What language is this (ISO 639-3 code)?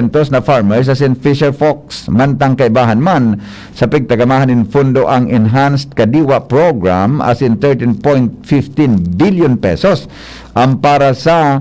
bik